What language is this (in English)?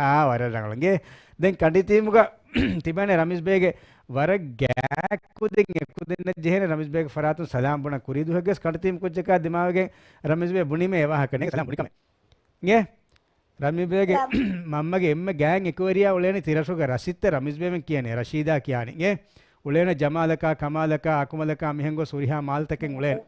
Divehi